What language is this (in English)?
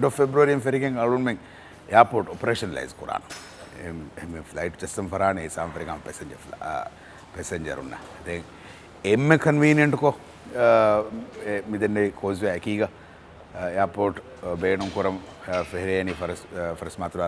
Divehi